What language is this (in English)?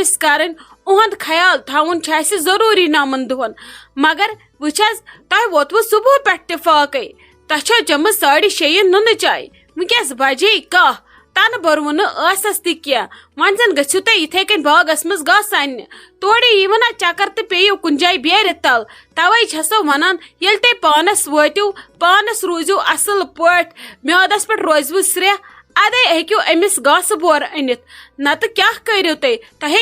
Kashmiri